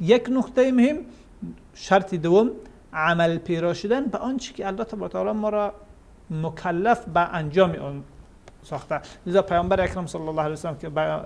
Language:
Persian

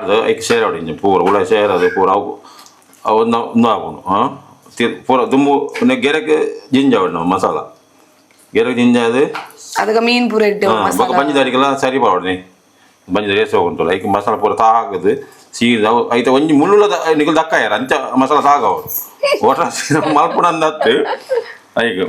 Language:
Tulu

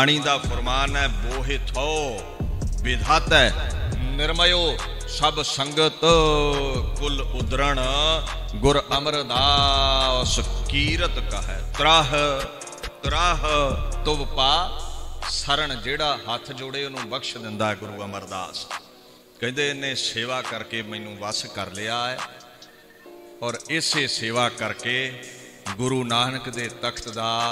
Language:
Punjabi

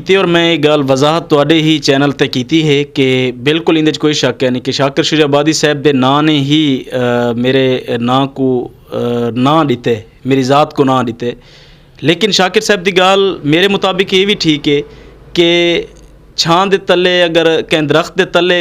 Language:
Western Panjabi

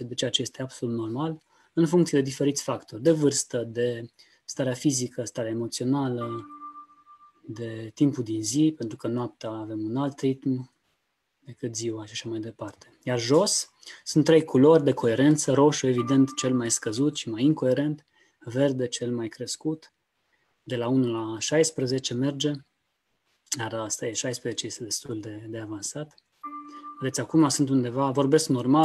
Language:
Romanian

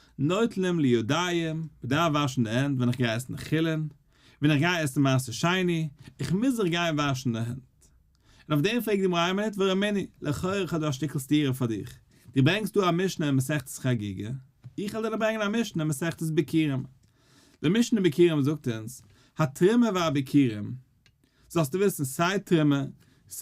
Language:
Yiddish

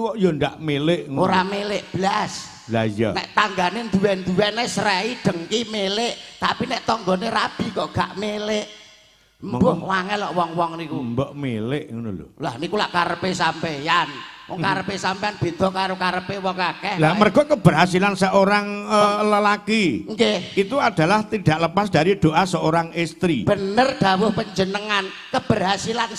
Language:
Javanese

